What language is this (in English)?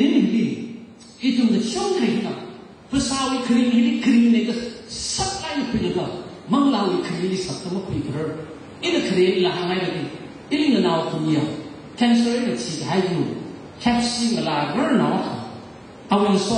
Tangkhul Naga (India)